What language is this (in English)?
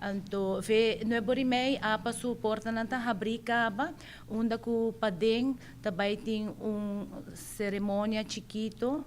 Papiamento